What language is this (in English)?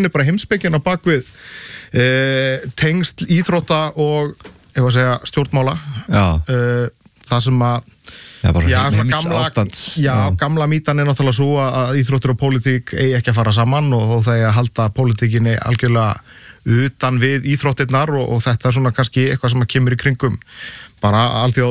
Icelandic